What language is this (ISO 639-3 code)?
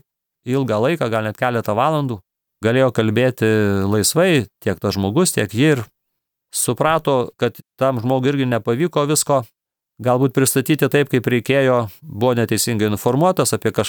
lit